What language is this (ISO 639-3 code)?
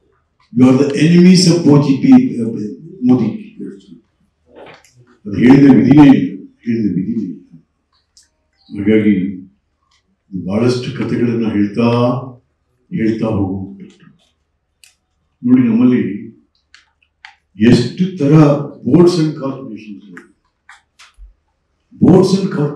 kan